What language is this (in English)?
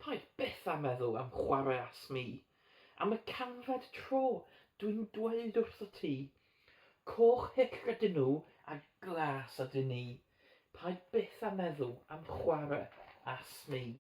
Welsh